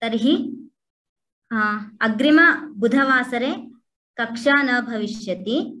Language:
Sanskrit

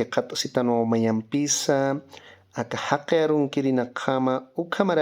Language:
Aymara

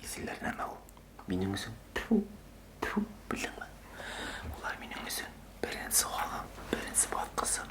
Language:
Bashkir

